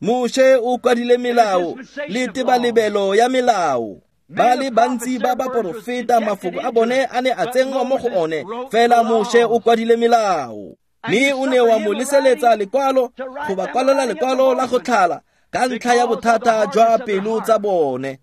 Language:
Tswana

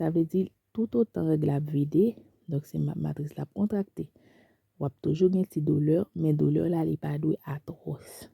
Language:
Haitian Creole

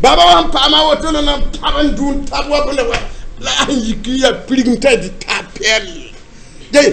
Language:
Mossi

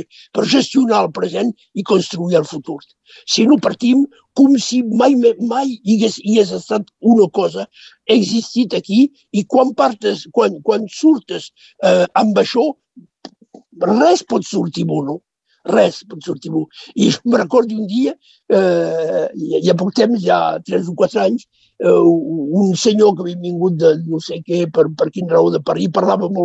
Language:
Catalan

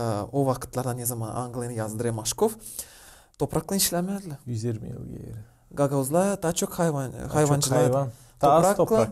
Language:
Gagauz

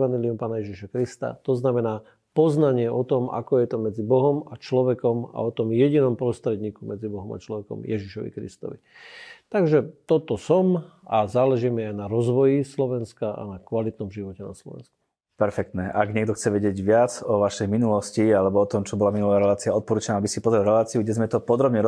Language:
Slovak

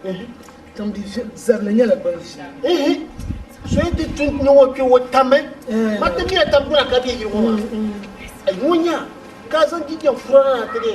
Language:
Dagbani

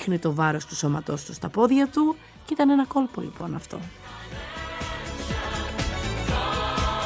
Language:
Greek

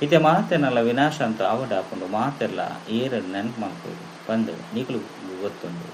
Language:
Tulu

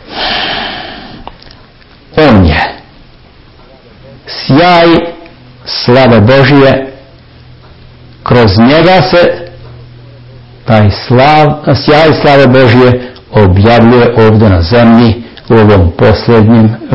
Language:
Serbian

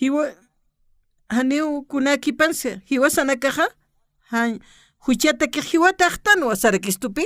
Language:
Aymara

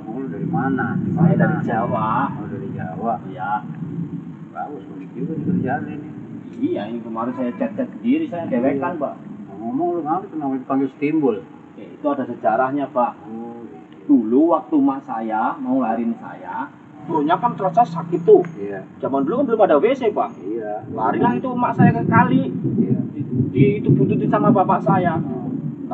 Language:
Betawi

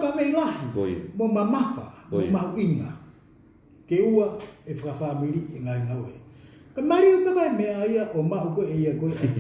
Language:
Tongan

